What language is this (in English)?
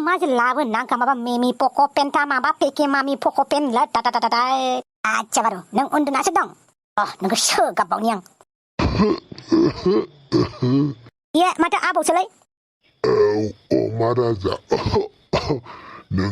Bodo